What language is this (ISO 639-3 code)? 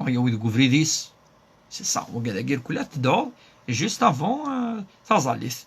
kab